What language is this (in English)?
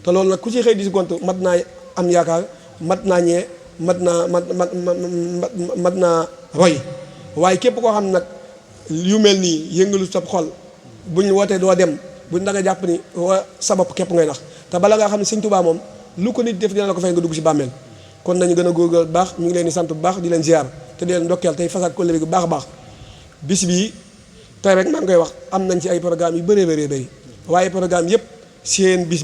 Wolof